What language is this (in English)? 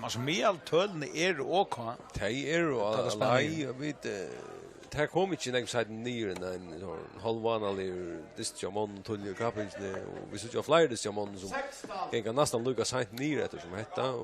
Faroese